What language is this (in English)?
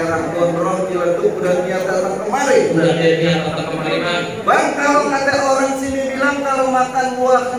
Betawi